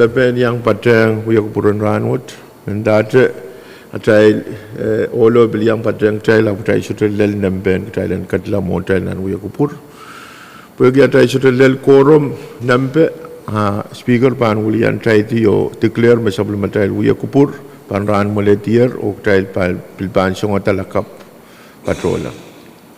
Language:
Pohnpeian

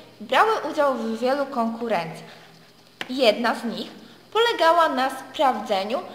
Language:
Polish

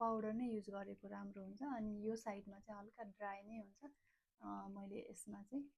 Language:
Nepali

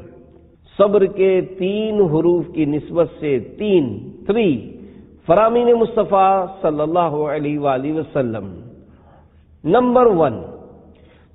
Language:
Urdu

